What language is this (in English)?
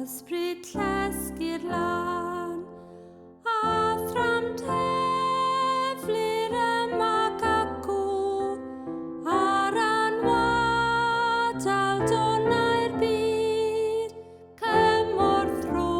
Welsh